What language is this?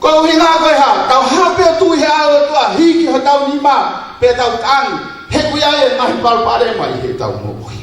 Tongan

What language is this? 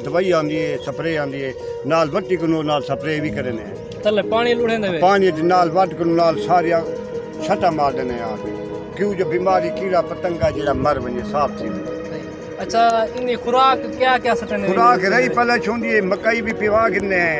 Saraiki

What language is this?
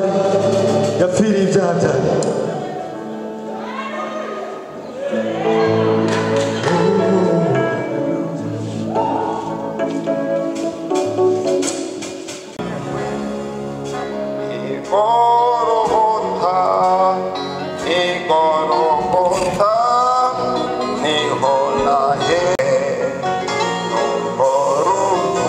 Kinyarwanda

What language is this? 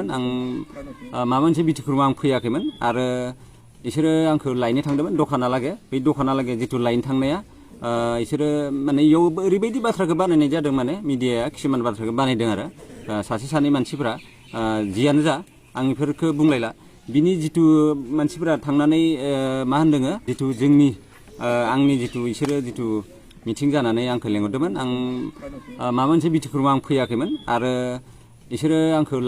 Bodo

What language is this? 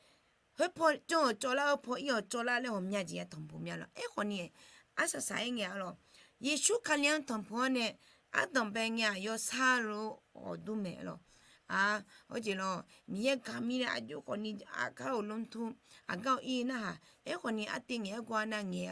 Akha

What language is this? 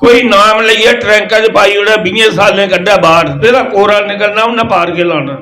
Dogri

